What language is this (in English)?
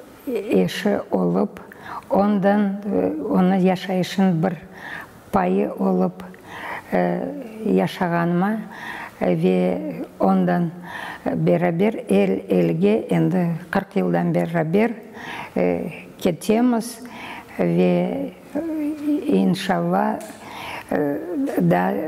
Crimean Tatar